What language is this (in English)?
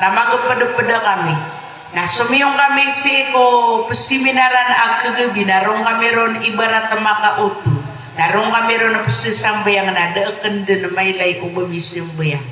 Maranao